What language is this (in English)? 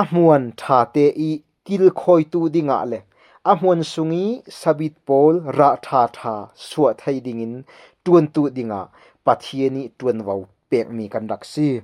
Falam Chin